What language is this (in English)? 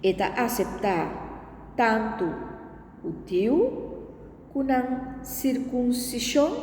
Papiamento